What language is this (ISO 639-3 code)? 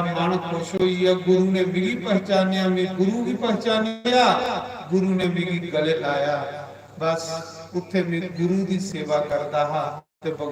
doi